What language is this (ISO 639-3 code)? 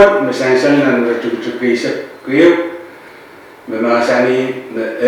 pon